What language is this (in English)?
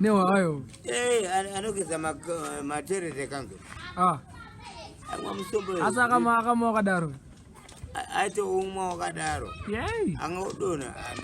Shona